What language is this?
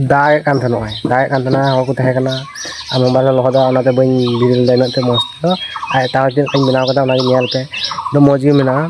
Santali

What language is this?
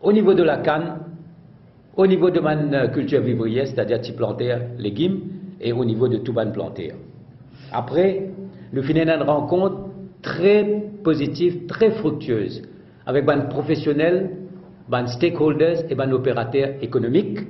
Morisyen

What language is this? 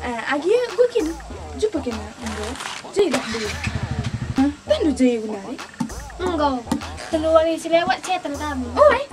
Batak Karo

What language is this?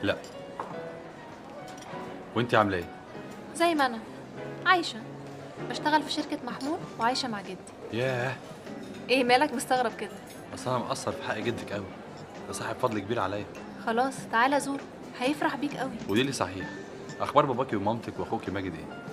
Egyptian Arabic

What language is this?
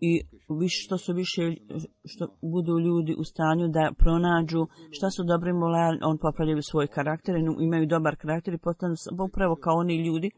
Bosnian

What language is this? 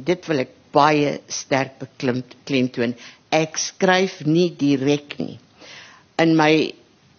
Afrikaans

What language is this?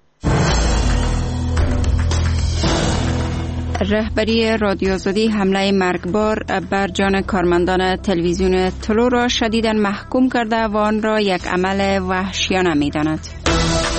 Persian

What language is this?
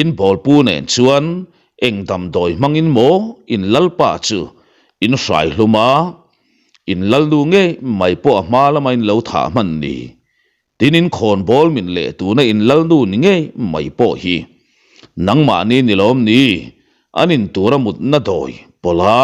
Mizo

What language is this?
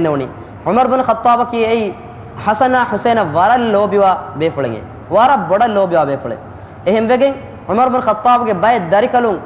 Divehi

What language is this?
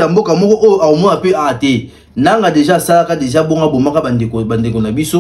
Lingala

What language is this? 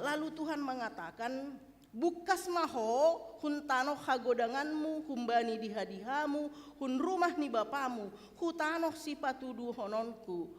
Batak Simalungun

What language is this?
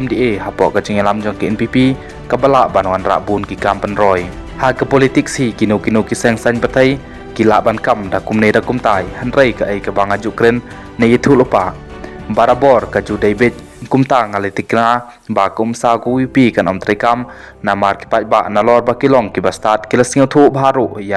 Khasi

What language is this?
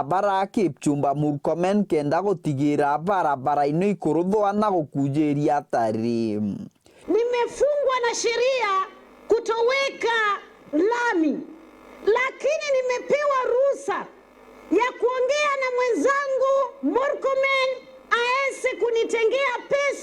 Meru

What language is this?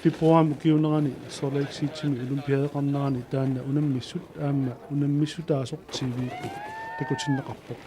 Kalaallisut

